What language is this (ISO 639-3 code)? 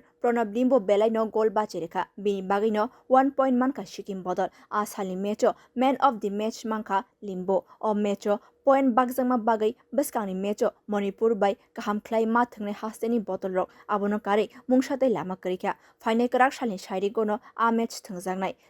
trp